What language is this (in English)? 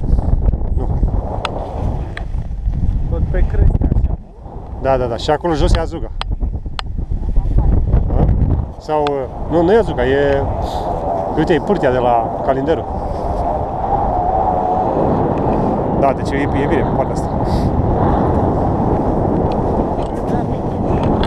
Romanian